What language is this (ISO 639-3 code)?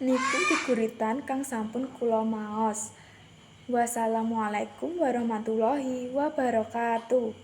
jav